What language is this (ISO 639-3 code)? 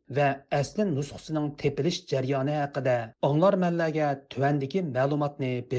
uig